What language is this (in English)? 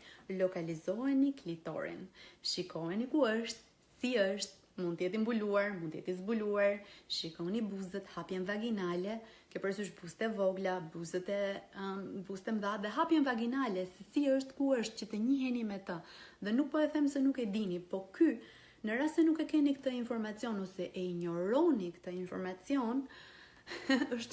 Albanian